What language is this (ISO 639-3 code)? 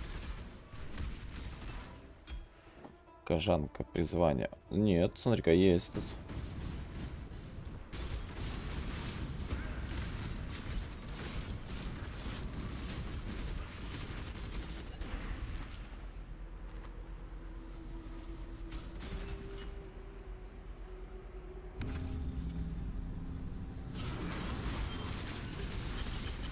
rus